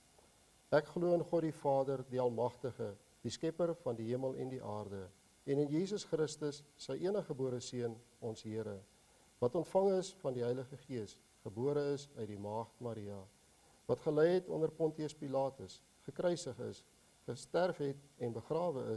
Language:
Afrikaans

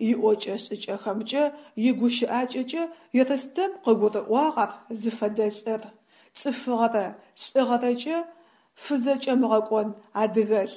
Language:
Adyghe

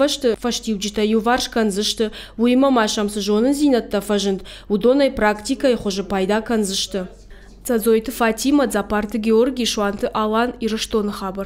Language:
Ossetic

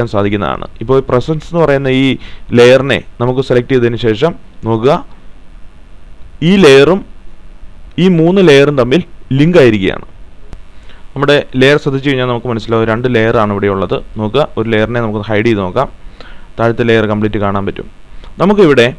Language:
Malayalam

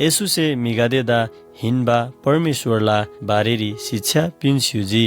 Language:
Eastern Tamang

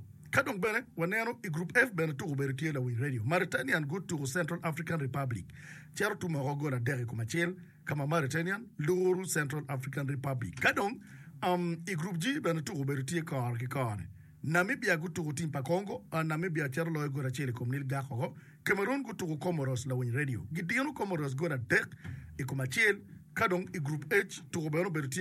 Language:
Acoli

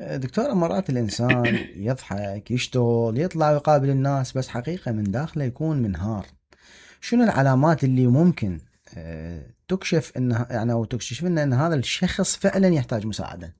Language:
Mesopotamian Arabic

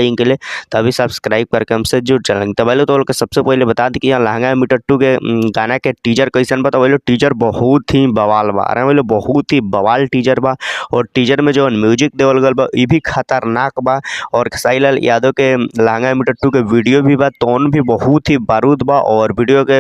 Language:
Bhojpuri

